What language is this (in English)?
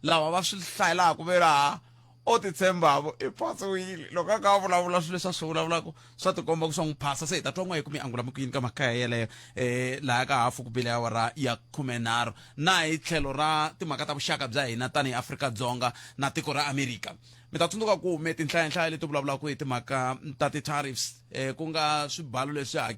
Tsonga